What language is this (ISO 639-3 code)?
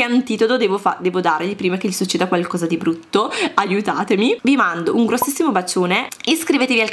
ita